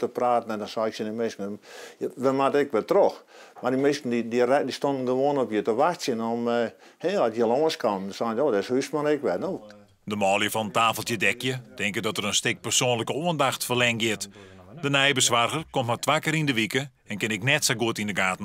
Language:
Western Frisian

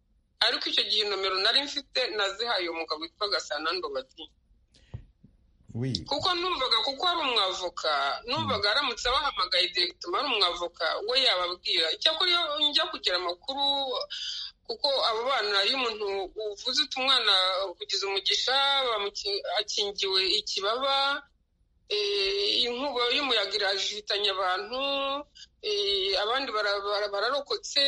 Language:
Kinyarwanda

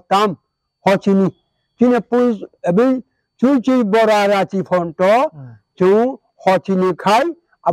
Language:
Kok Borok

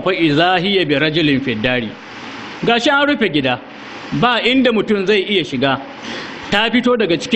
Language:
Hausa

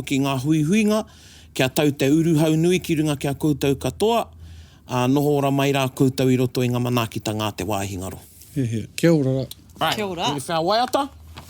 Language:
Māori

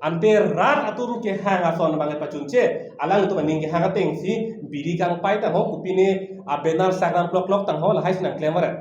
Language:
Karbi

